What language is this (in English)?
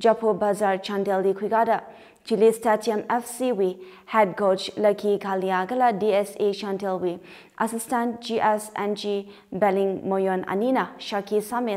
Tangkhul Naga (India)